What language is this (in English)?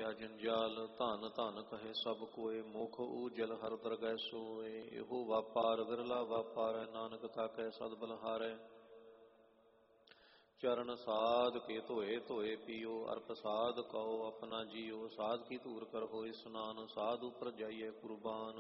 Punjabi